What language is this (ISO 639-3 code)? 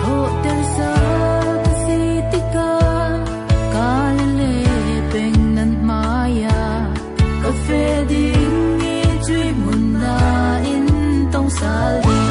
cfm